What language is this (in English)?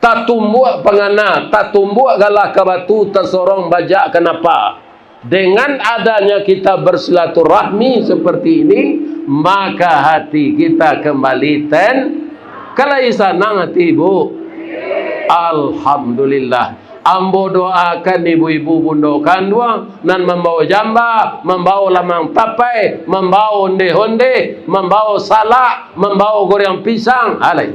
Minangkabau